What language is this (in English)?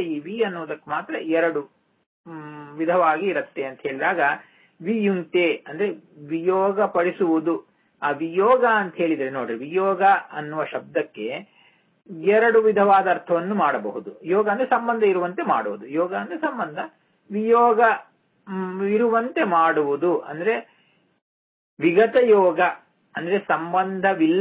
Kannada